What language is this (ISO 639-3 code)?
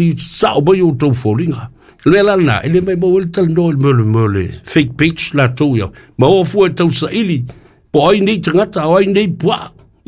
smo